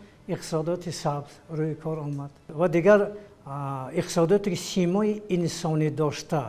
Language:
Tajik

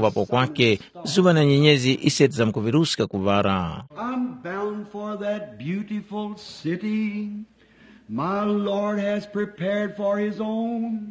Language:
Tumbuka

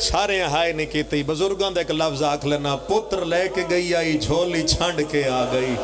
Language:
Pahari-Potwari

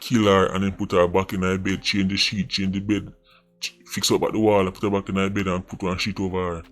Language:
Jamaican Creole English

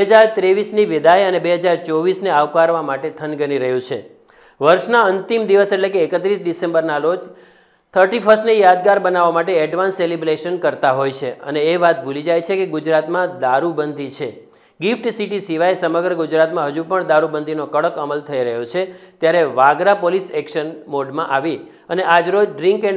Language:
Gujarati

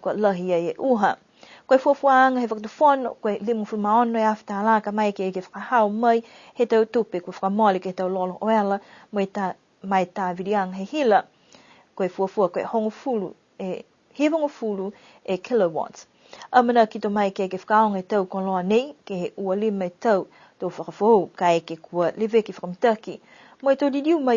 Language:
Niuean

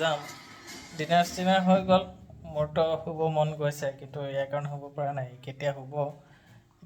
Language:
Assamese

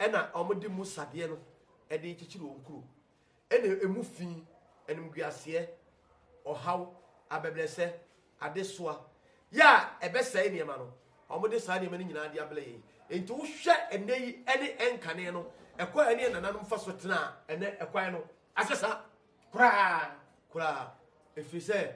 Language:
Akan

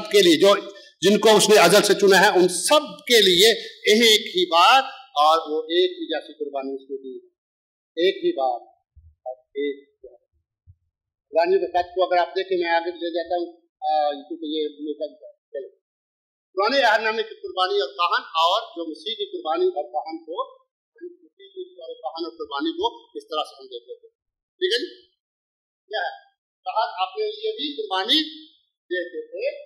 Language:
Urdu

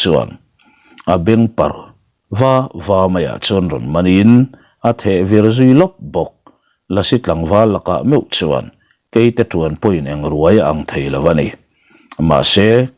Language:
Mizo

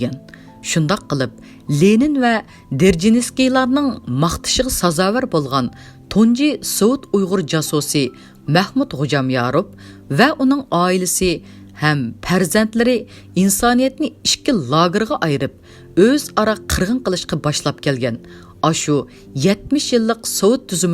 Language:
Uyghur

